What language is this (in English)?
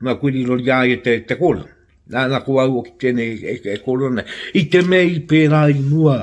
Māori